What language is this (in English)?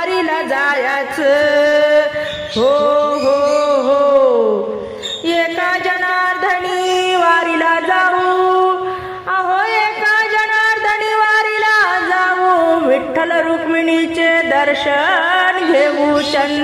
Marathi